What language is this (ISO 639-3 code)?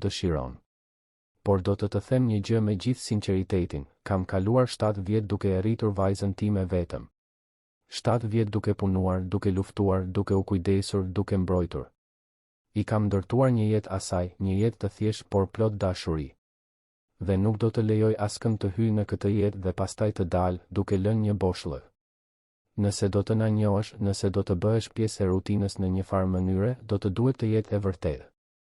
sqi